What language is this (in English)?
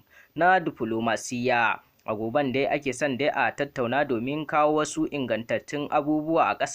Hausa